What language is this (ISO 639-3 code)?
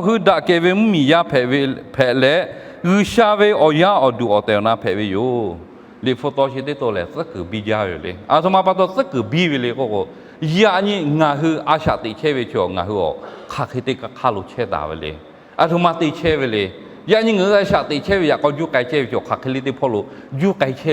lhu